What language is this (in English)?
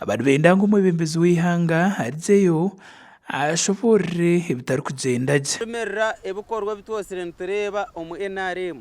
Nyankole